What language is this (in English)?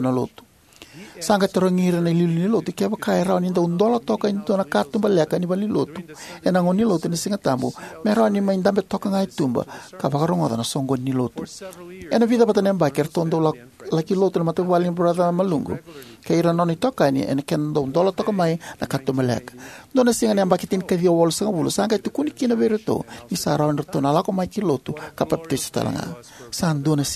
Fijian